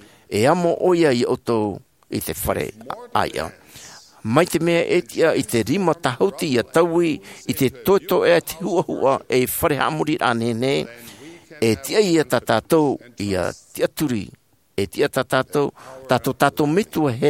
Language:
Tahitian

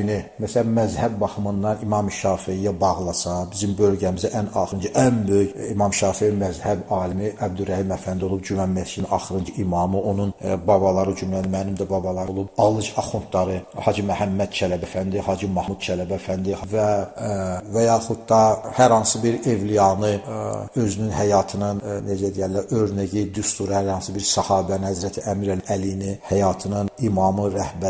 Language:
Azerbaijani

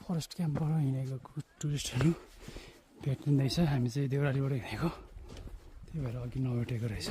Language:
Nepali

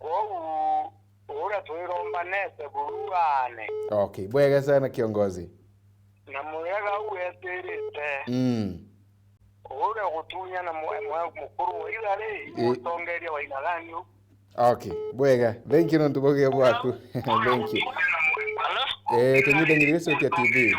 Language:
Meru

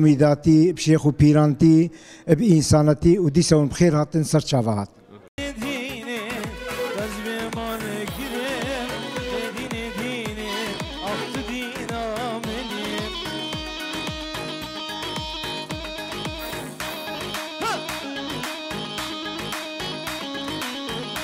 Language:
Kurdish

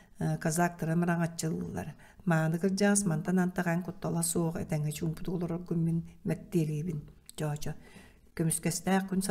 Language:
Yakut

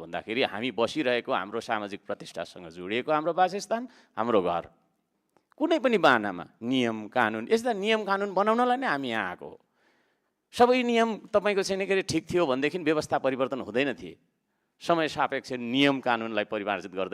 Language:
Nepali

